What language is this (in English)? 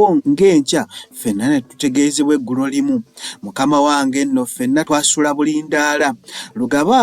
Ganda